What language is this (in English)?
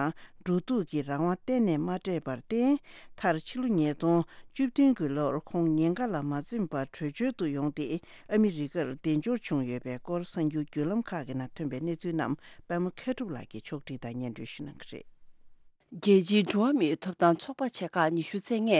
Tibetan